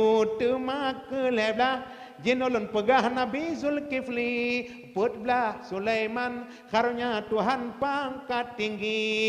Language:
Achinese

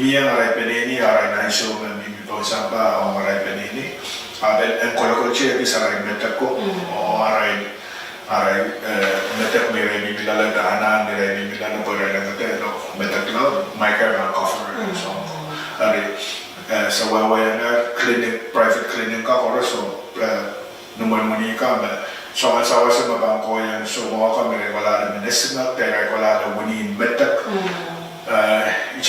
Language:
Pohnpeian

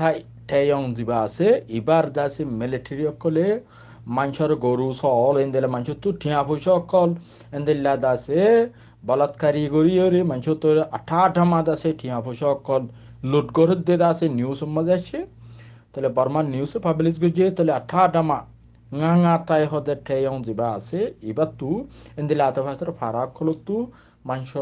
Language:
Rohingya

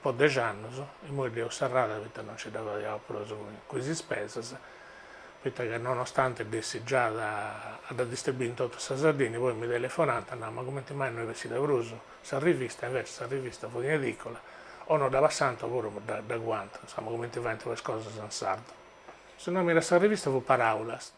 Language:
Sardinian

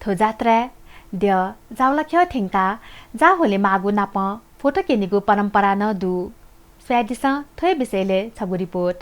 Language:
Newari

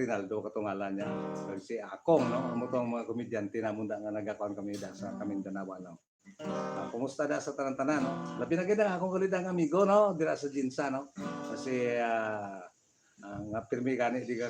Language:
Hiligaynon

